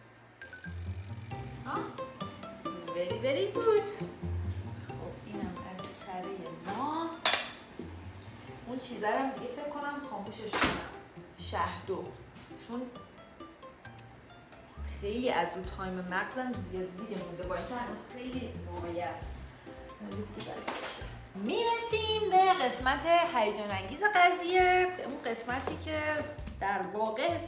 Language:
Persian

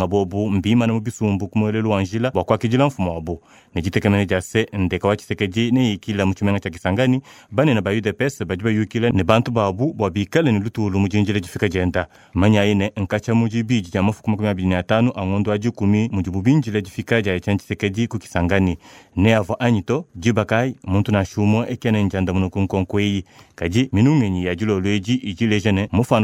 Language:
Luba-Lulua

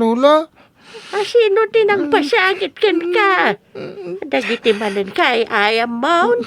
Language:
Iloko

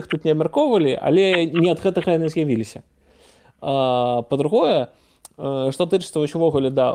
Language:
Belarusian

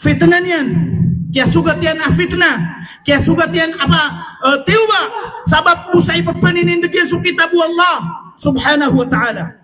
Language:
Maranao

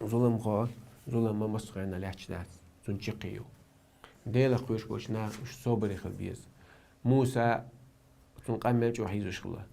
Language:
Chechen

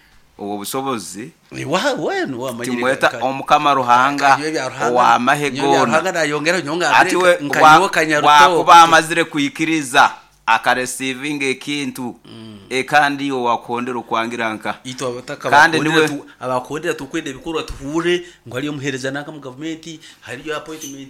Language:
Nyoro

